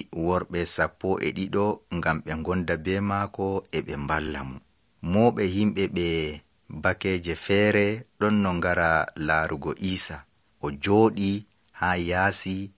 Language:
Nigerian Fulfulde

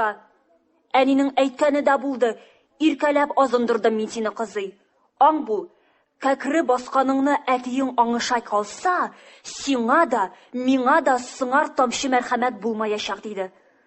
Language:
Tatar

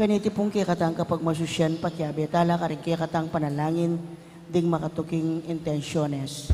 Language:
Pampanga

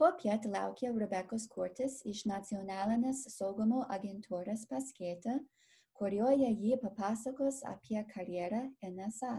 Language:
Lithuanian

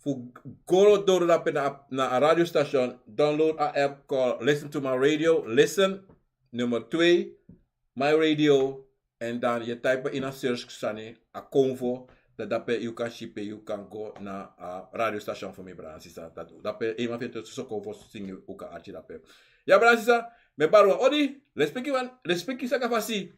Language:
Sranan Tongo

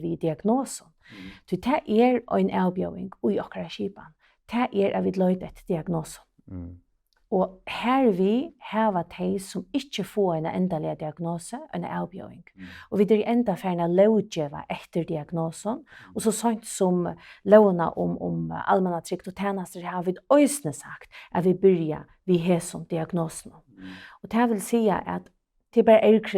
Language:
Faroese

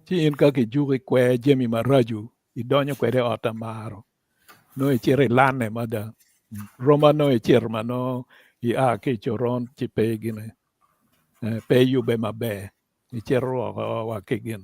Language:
Acoli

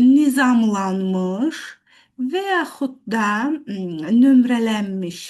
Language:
Azerbaijani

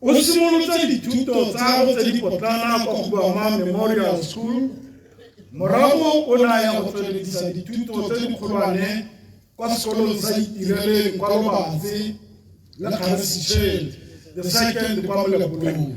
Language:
Tswana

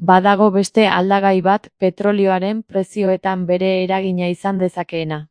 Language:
Basque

